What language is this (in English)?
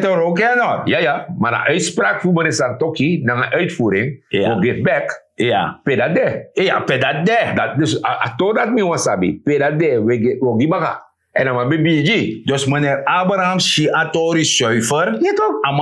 Sranan Tongo